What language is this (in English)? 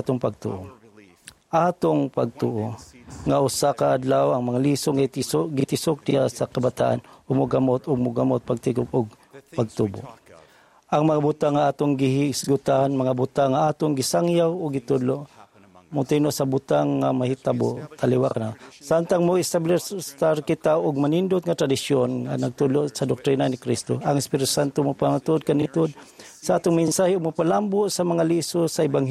Cebuano